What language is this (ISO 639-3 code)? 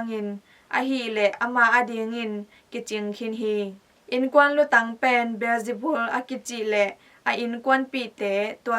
ctd